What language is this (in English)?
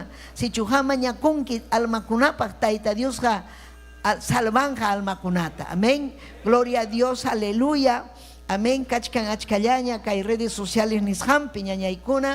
Ayacucho Quechua